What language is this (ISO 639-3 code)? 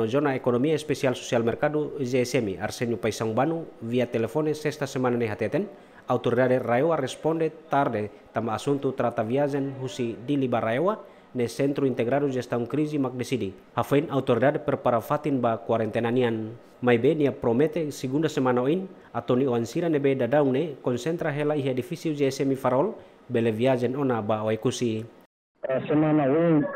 tet